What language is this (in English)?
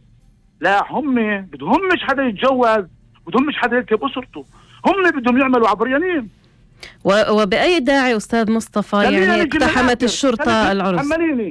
North Levantine Arabic